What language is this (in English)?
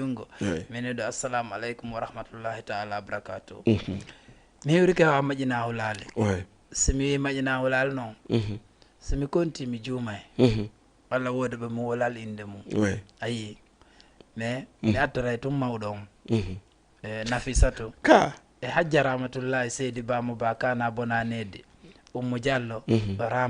Fula